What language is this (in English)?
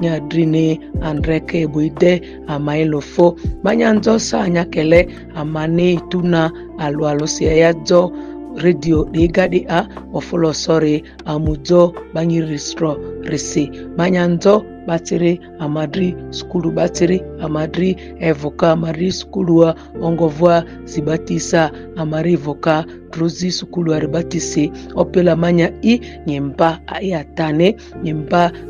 Ma'di